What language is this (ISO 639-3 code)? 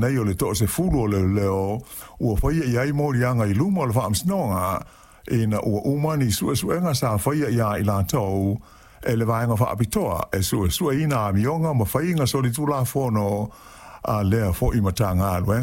smo